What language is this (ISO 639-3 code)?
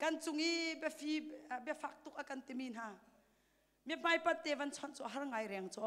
cnh